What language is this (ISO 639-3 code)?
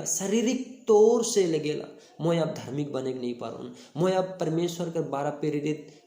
sck